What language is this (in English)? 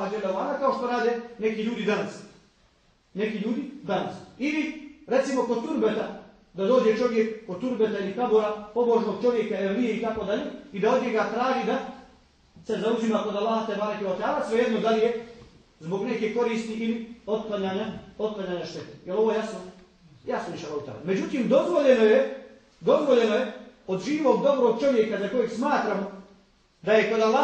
Bosnian